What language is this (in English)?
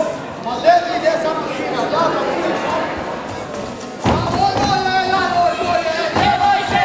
Bosnian